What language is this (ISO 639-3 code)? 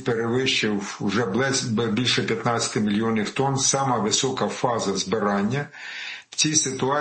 ukr